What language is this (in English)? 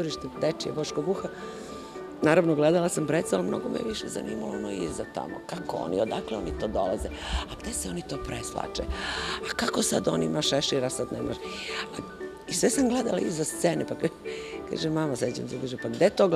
Serbian